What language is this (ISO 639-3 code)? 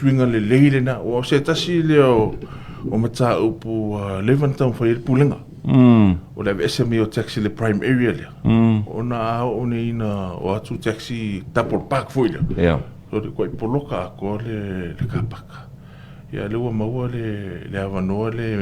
smo